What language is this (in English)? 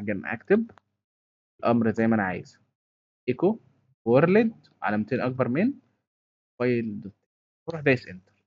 Egyptian Arabic